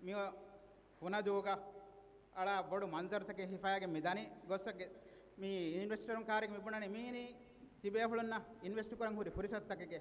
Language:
Divehi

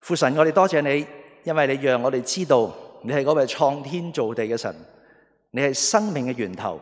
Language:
Cantonese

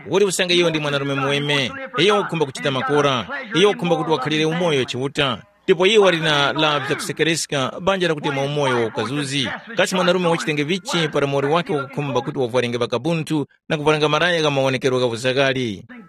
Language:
Tumbuka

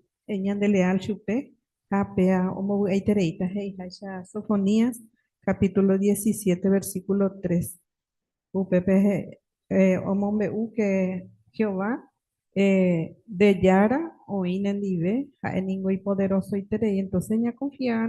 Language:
Guarani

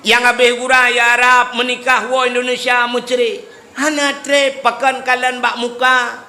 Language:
Achinese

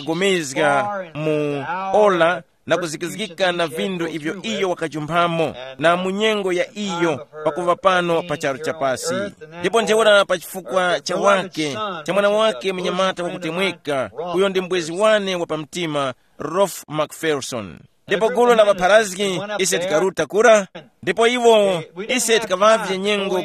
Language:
Tumbuka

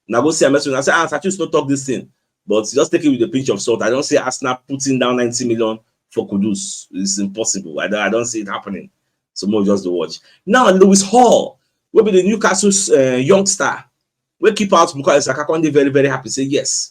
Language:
Nigerian Pidgin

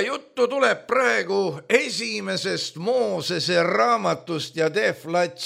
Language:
Estonian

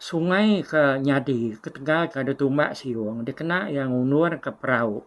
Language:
Iban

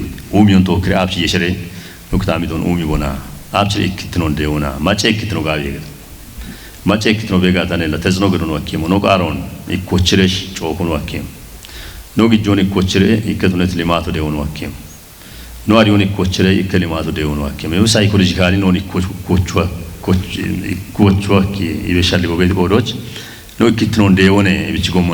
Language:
Kafa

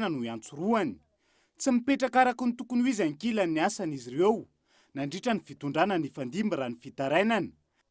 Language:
Malagasy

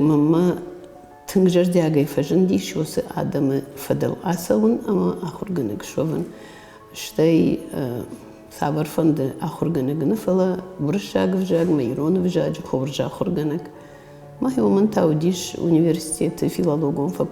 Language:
Ossetic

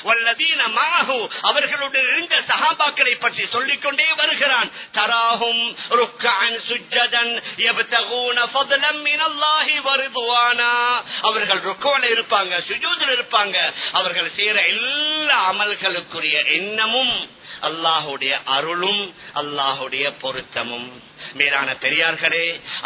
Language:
Tamil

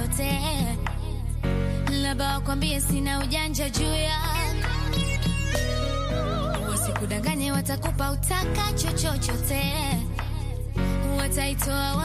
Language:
Swahili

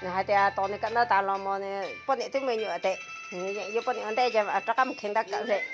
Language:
Hmong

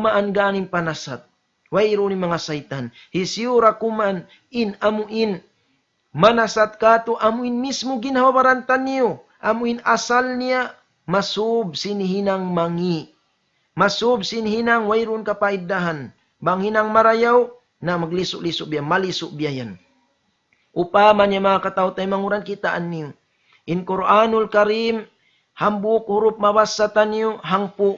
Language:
Tausug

